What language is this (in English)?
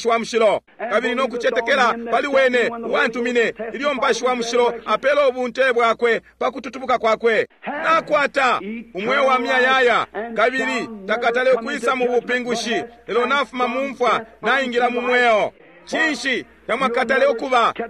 Bemba